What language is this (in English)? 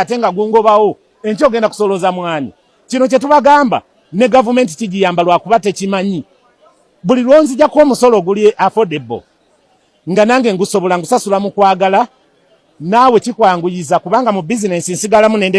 Ganda